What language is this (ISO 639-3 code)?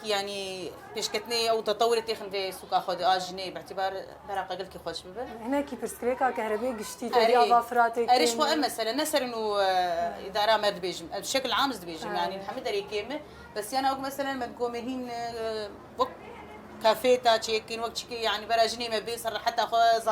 kur